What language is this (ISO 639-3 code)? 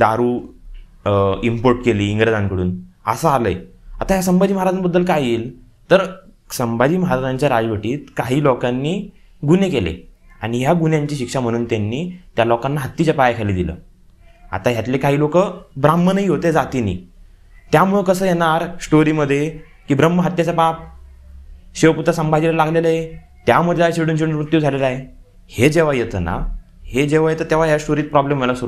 mar